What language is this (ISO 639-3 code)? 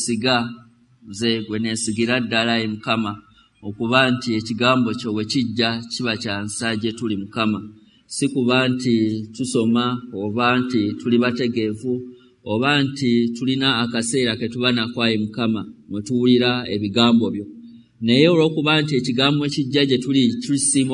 lug